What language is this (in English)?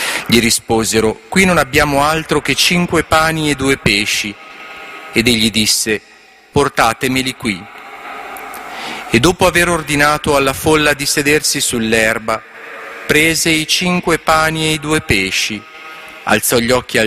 Italian